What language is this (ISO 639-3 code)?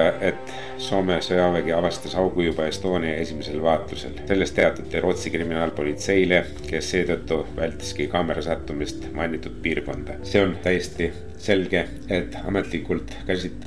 est